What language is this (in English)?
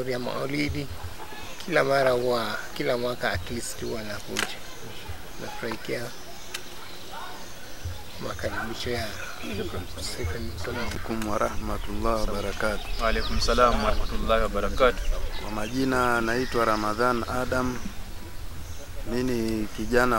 Swahili